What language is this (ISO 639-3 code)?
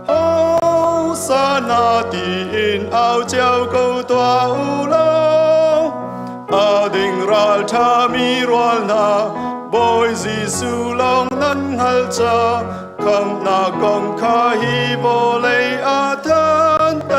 cnh